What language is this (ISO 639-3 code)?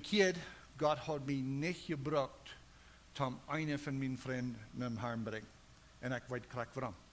pdt